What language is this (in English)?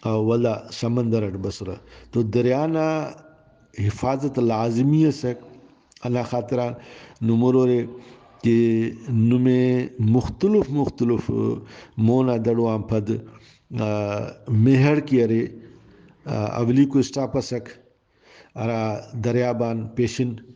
Brahui